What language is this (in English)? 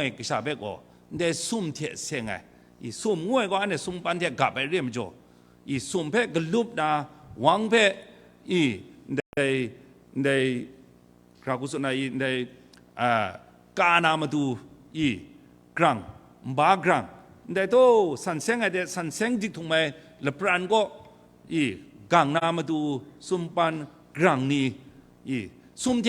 Kachin